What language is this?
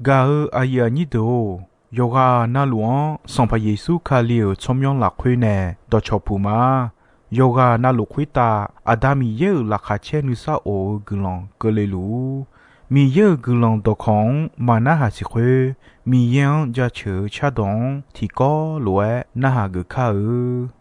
Akha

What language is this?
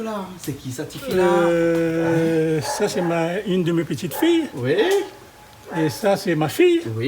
Réunion Creole French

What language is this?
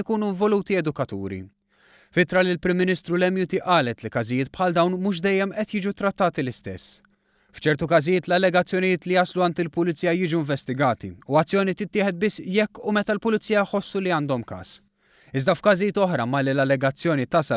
Maltese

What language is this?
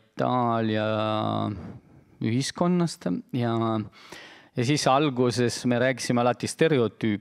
Estonian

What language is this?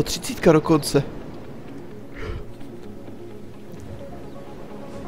Czech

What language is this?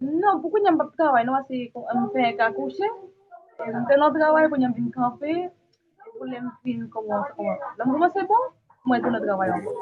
Haitian Creole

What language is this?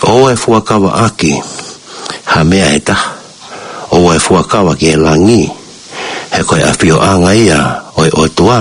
Tongan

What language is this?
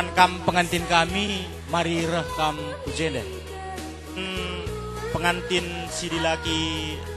Batak Karo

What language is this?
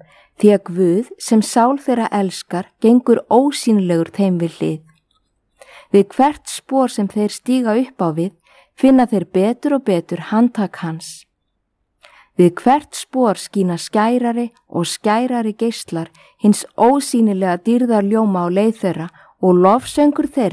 Icelandic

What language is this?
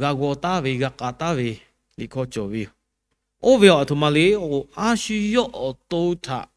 Lahu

